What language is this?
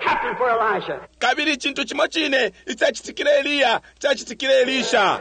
Bemba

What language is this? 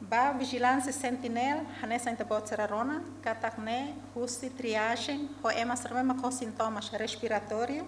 Tetum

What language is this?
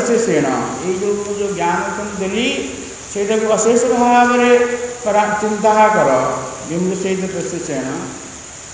Odia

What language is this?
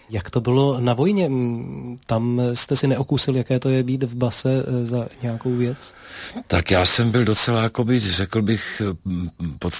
Czech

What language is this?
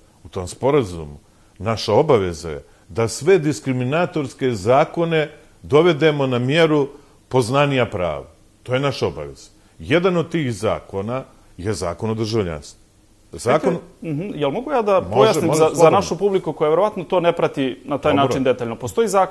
Bosnian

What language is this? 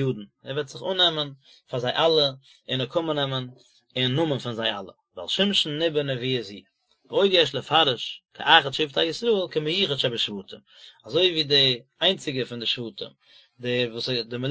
Yiddish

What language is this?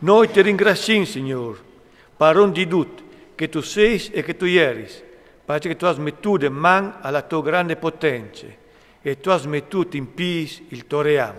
Friulian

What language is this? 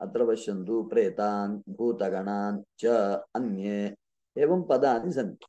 Sanskrit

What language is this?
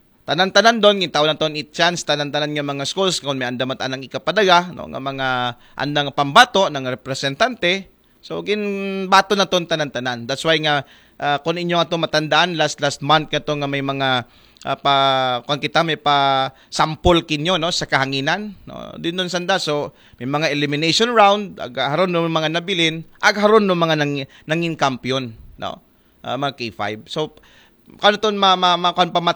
Aklanon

